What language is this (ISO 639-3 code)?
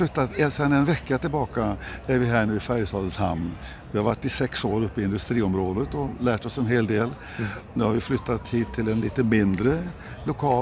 swe